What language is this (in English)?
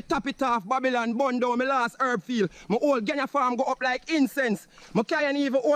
Jamaican Creole English